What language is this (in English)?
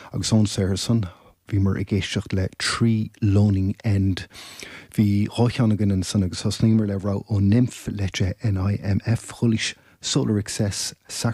Irish